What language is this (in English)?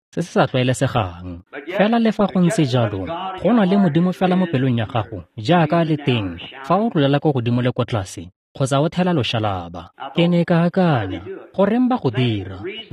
Tswana